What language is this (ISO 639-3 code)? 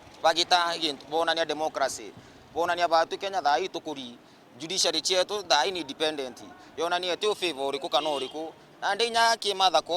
mer